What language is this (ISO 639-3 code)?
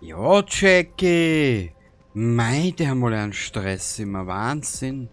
bar